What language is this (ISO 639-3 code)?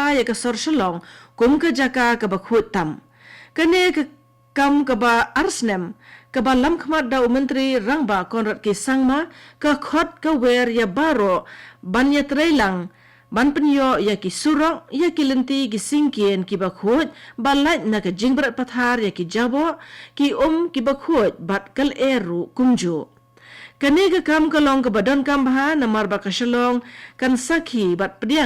kha